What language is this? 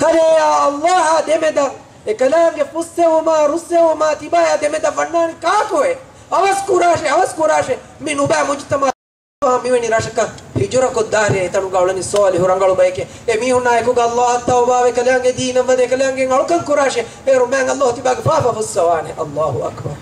Divehi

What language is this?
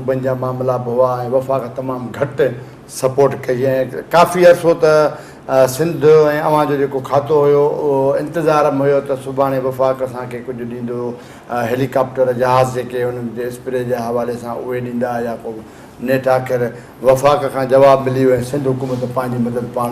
Sindhi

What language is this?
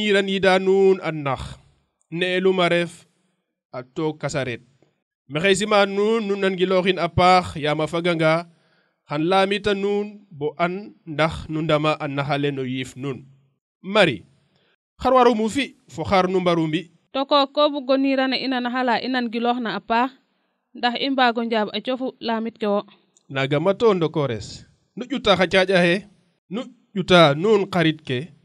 Serer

